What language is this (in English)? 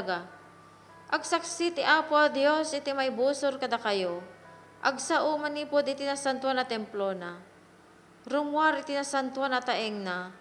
Iloko